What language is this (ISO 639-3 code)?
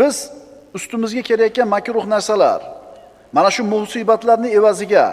uzb